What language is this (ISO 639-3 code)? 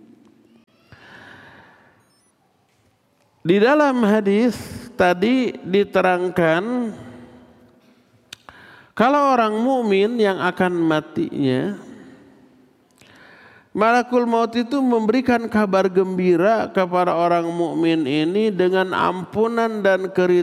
ind